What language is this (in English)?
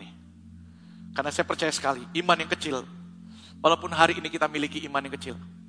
Indonesian